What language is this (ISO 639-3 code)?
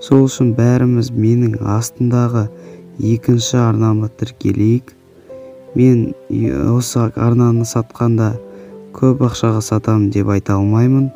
kaz